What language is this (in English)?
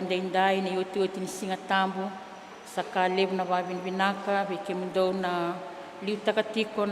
Fijian